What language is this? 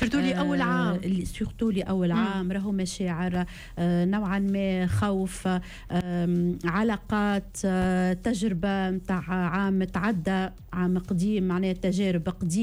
Tunisian Arabic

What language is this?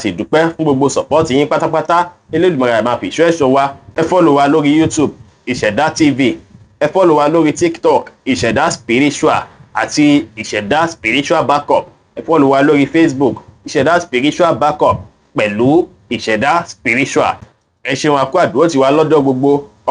Yoruba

